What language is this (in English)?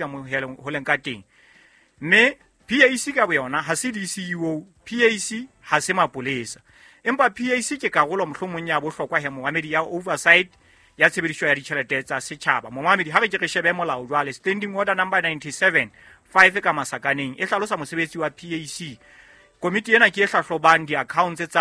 Southern Sotho